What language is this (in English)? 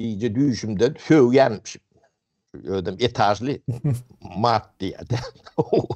Turkmen